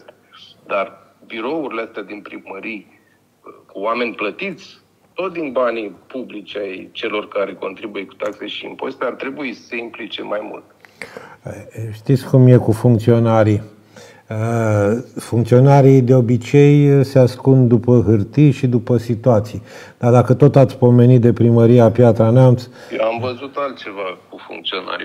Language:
Romanian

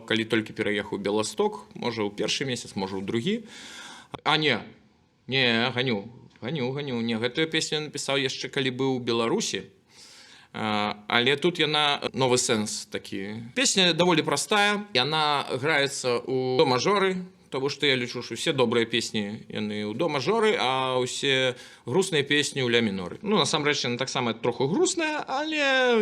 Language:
Belarusian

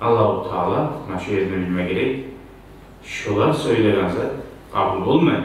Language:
Kumyk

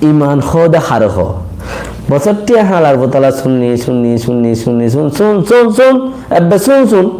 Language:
Rohingya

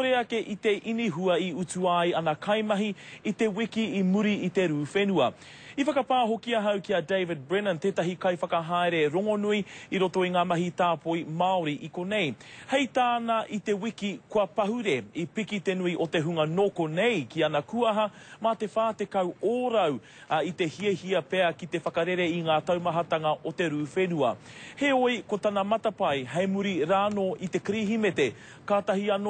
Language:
Māori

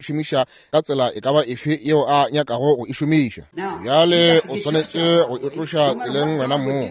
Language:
Northern Sotho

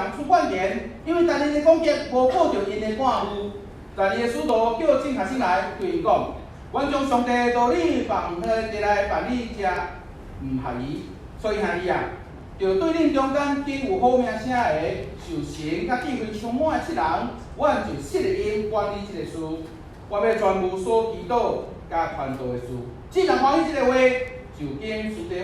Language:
Min Nan Chinese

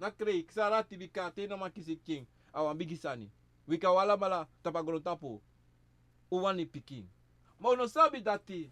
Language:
Sranan Tongo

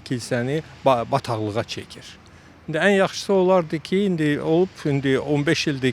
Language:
Azerbaijani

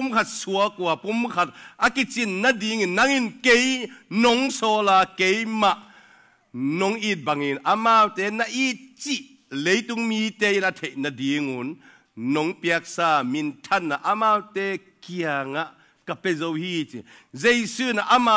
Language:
Tedim Chin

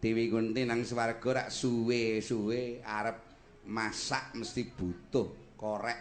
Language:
Javanese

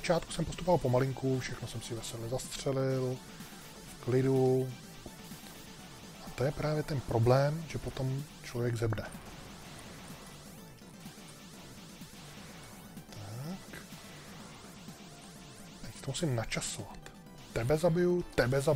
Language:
Czech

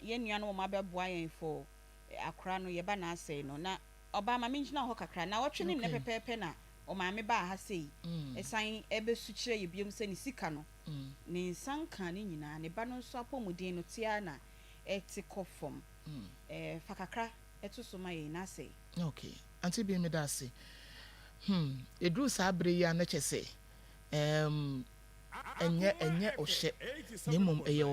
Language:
Akan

